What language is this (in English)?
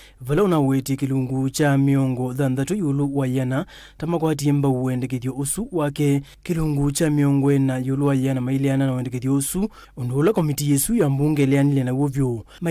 Kamba